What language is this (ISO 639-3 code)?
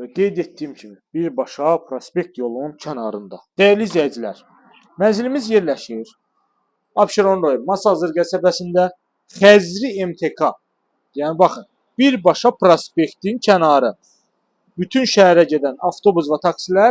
aze